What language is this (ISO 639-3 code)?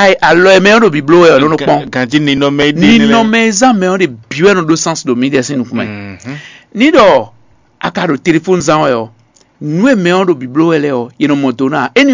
fon